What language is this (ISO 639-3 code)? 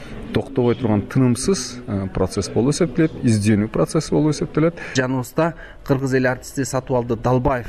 kir